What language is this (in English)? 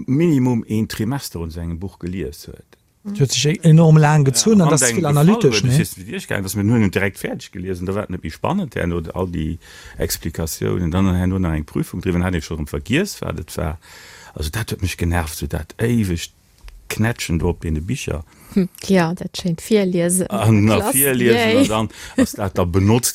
Luxembourgish